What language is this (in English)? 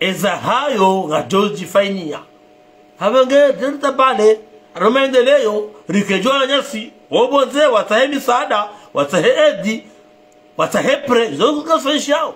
Ngazidja Comorian